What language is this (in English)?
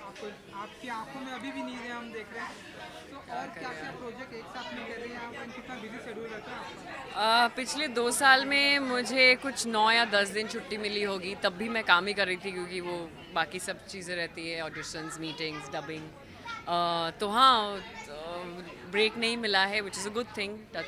Hindi